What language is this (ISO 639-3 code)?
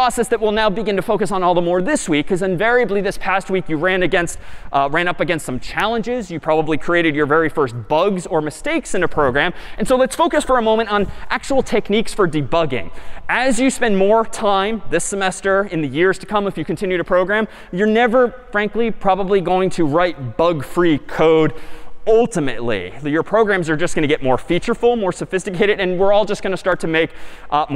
eng